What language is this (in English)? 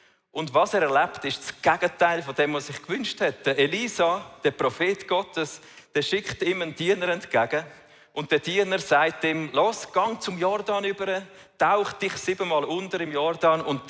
Swiss German